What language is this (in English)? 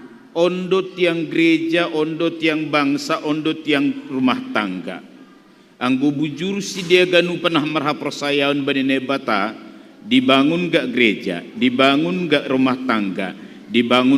Batak Simalungun